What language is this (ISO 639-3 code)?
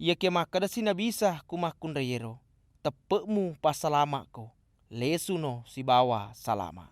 bug